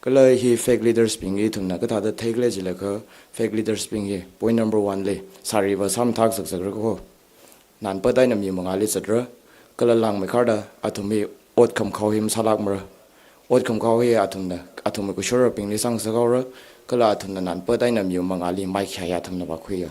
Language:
Tangkhul Naga (India)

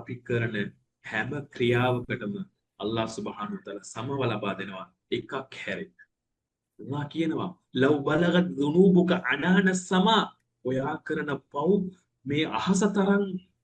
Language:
Sinhala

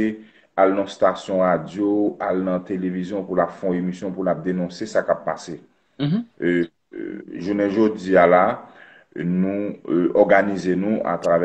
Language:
Haitian Creole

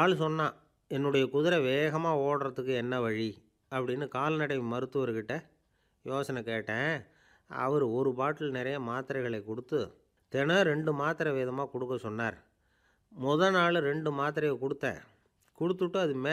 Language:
Tamil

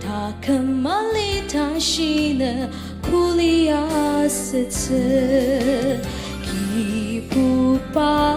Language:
Ao Naga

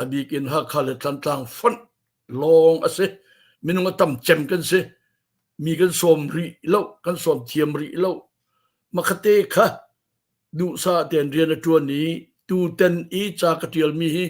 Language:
Hakha Chin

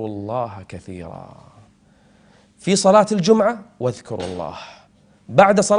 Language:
Arabic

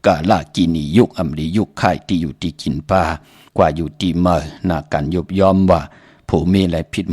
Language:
Shan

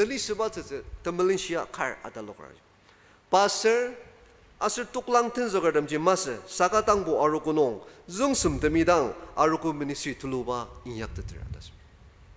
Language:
Ao Naga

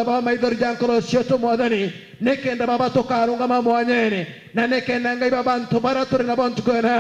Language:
Meru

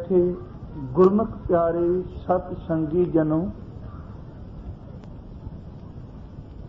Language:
Punjabi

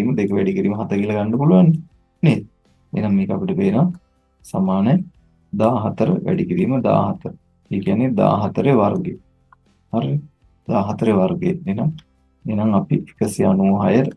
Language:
Sinhala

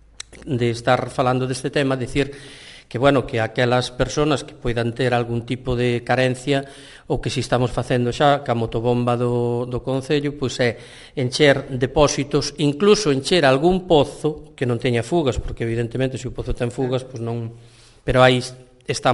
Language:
Galician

